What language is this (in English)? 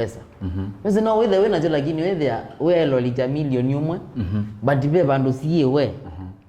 Kamba